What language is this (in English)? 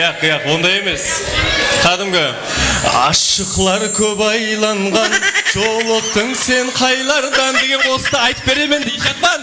Kara-Kalpak